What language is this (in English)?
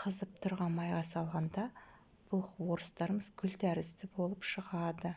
Kazakh